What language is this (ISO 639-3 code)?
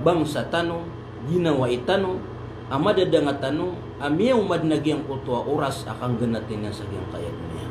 mrw